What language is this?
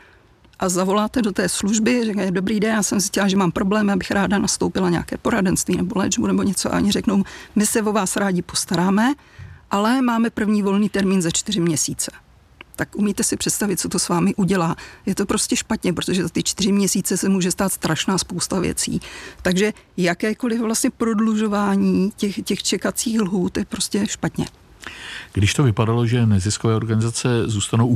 Czech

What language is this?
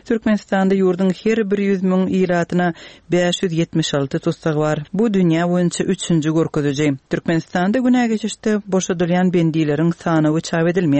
Turkmen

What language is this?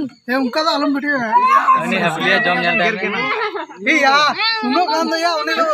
Santali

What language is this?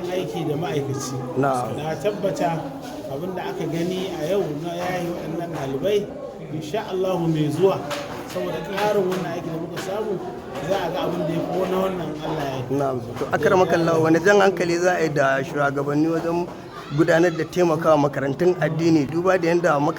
Hausa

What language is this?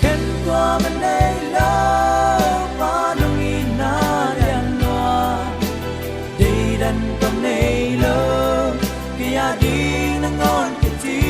Paite Chin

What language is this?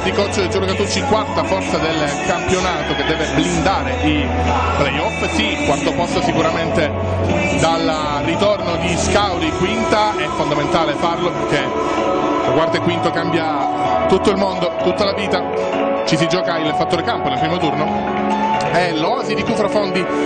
Italian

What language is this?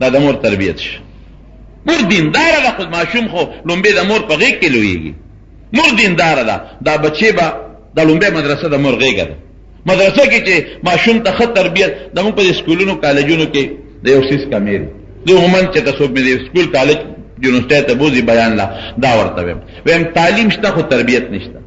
Pashto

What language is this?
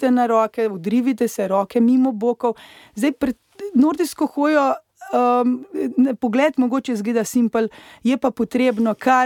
Slovenian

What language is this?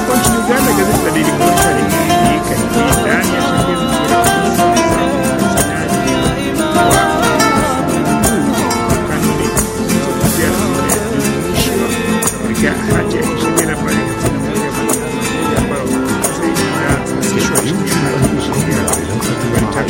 Swahili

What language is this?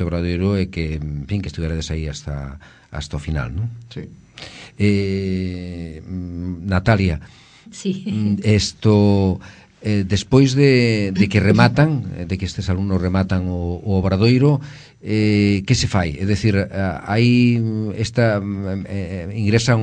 Galician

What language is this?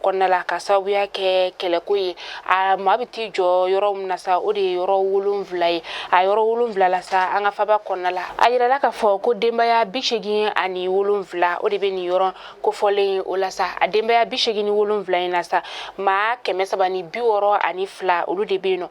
Bambara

